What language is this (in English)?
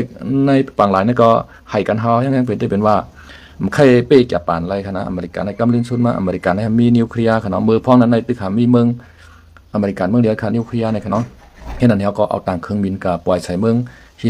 Shan